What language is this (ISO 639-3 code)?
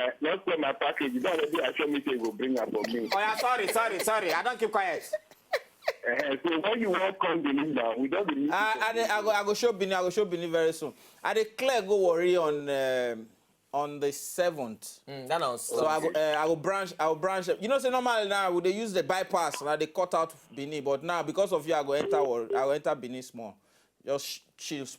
pcm